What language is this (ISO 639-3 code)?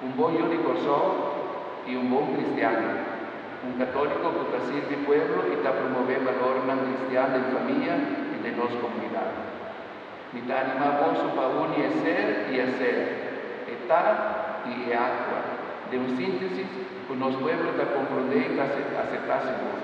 pap